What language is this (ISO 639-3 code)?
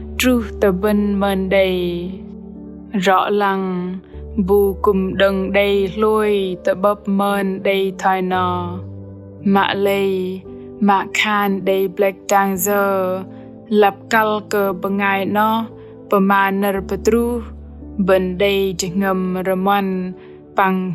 bdq